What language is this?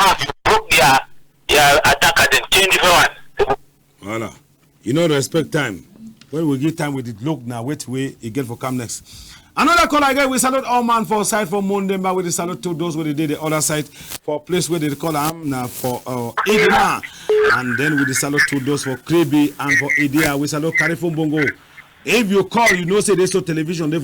Cameroon Pidgin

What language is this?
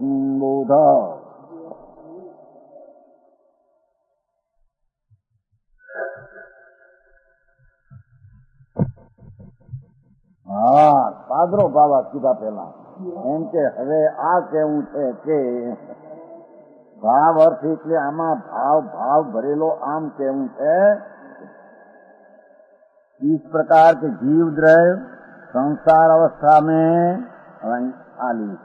Gujarati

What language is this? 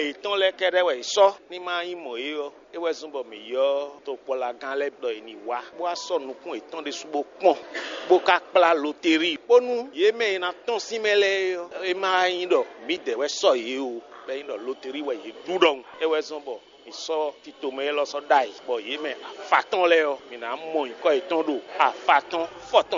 Fon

